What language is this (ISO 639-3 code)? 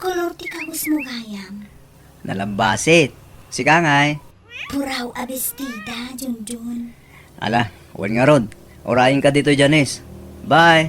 ilo